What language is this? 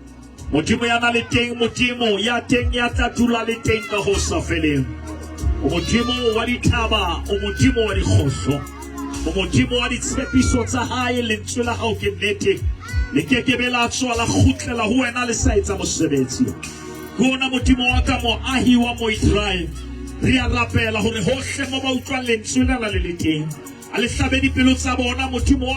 Southern Sotho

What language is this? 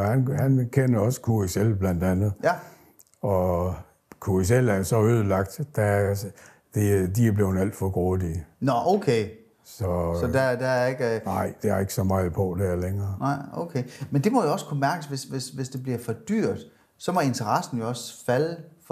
Danish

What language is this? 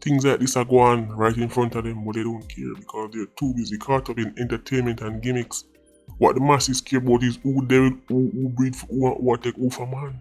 Jamaican Creole English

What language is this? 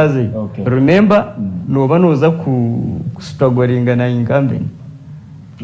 Nyankole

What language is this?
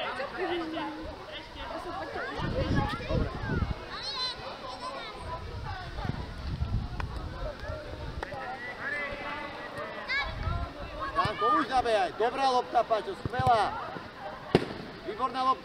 Slovak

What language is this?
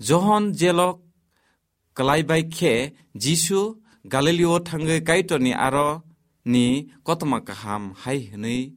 Kok Borok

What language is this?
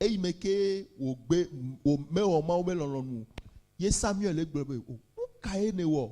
Ewe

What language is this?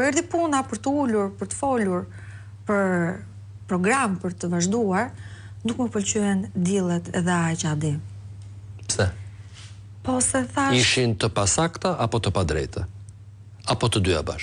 Albanian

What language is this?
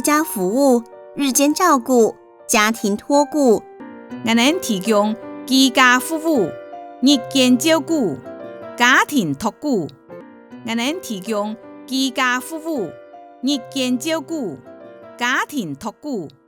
Hakka Chinese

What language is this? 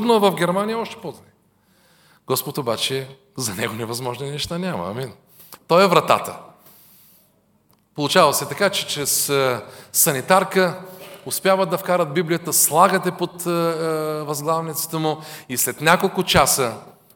Bulgarian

